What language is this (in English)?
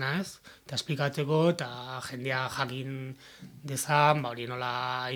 Basque